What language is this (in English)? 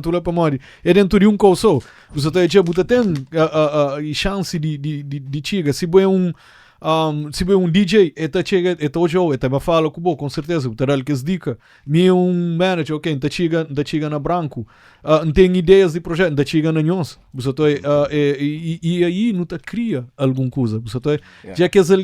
Kabuverdianu